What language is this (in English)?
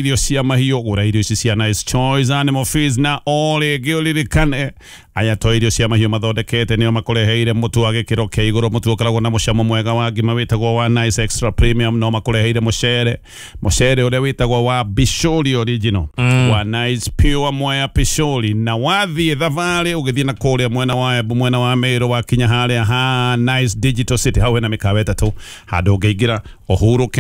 Kikuyu